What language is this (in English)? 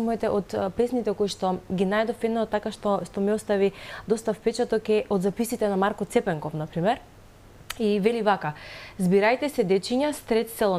Macedonian